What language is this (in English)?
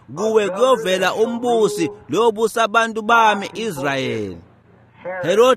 Swati